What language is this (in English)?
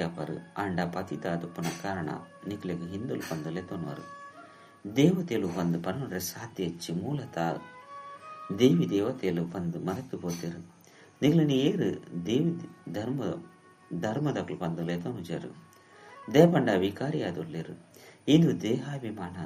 Tulu